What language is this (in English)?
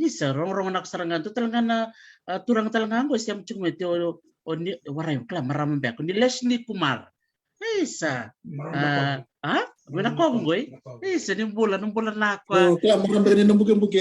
Fijian